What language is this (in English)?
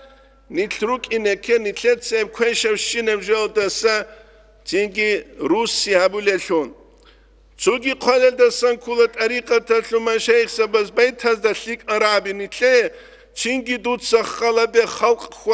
Avaric